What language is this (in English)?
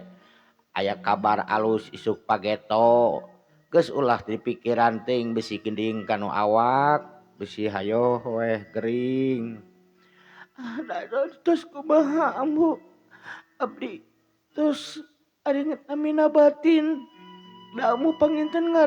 Sundanese